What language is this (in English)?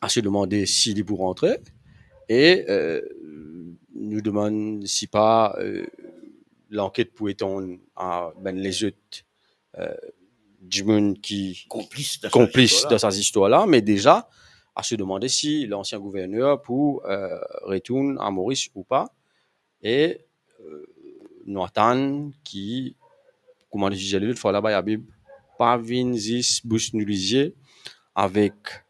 Morisyen